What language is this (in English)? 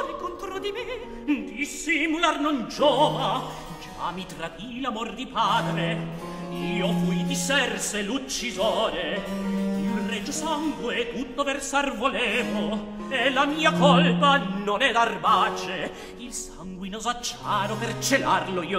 Italian